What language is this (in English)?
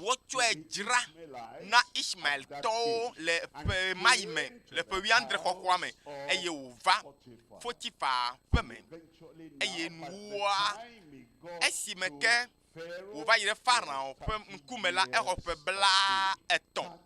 Ewe